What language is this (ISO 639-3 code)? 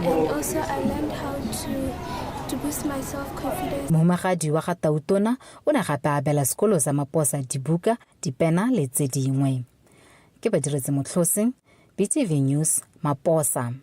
tsn